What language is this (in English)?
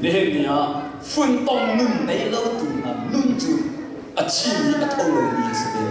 Hakha Chin